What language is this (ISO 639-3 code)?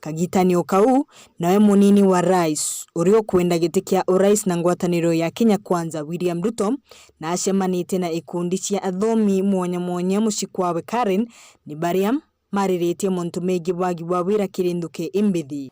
mer